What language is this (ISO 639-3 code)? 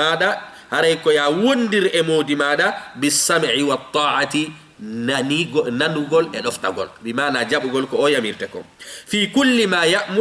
ful